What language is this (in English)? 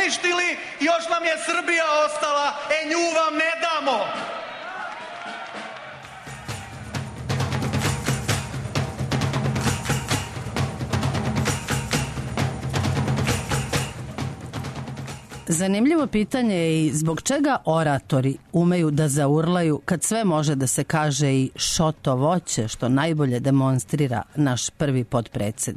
Serbian